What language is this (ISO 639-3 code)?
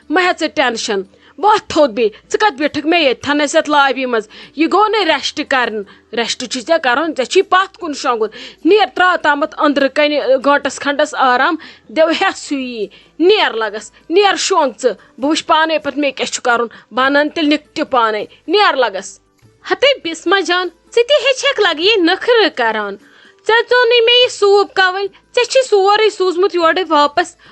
kas